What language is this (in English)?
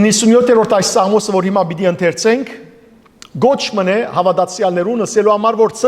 Western Armenian